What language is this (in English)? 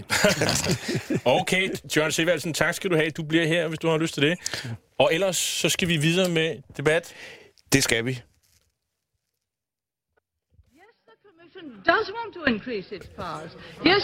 Danish